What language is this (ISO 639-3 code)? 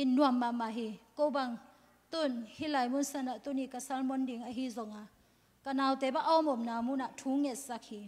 ctd